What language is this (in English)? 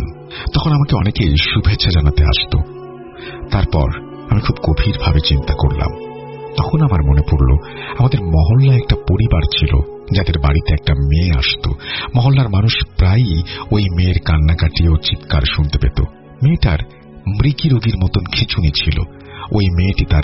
Bangla